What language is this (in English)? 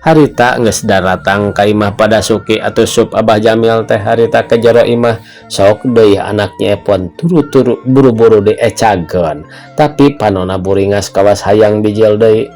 Sundanese